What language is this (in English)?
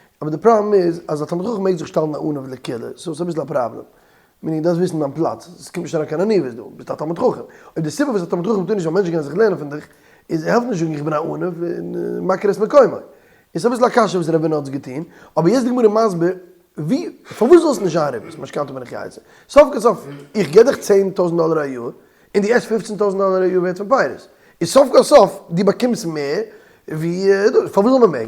Yiddish